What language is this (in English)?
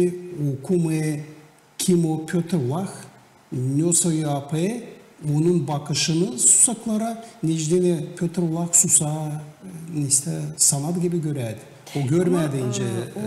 Gagauz